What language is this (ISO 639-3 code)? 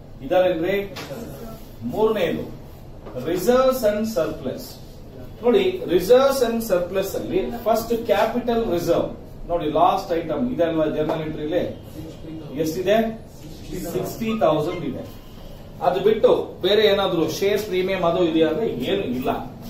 kan